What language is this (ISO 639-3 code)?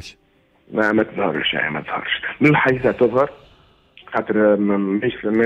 aeb